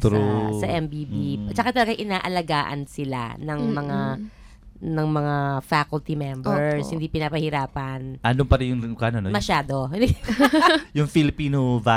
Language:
Filipino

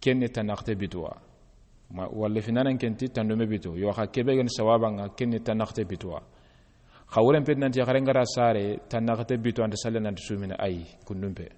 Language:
Soninke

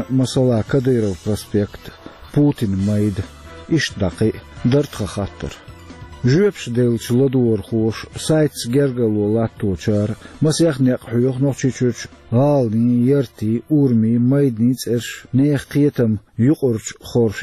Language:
Chechen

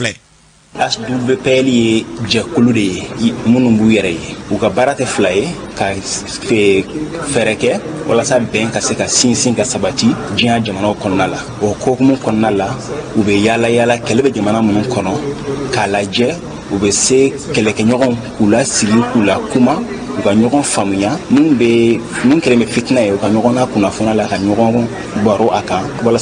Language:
Bambara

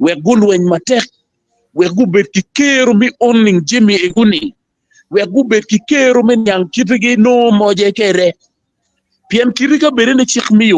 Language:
Acoli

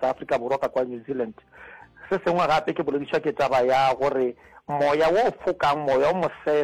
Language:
Northern Sotho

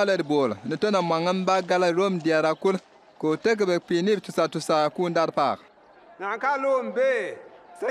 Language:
Bimoba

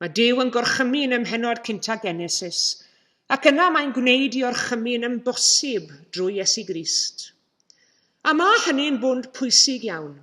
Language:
Welsh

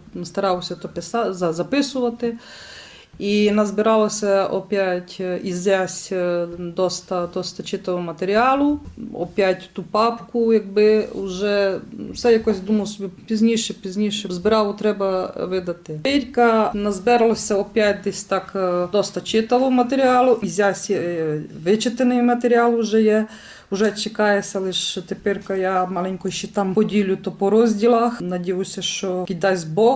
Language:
Rusyn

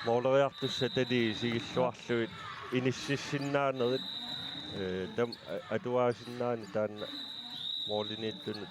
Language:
Kalaallisut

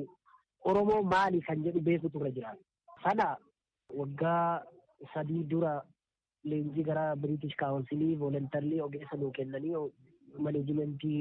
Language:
Oromo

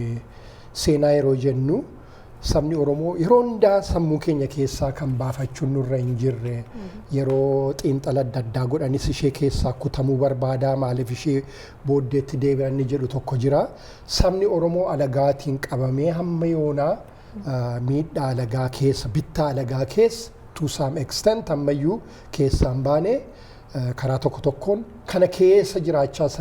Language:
Oromo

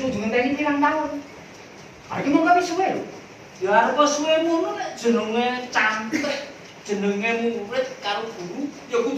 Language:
Javanese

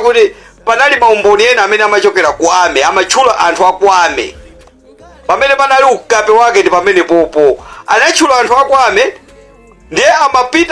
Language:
Nyanja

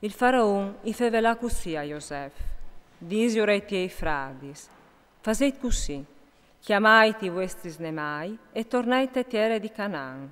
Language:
Friulian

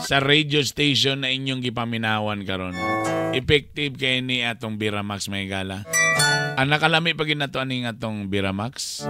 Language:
Cebuano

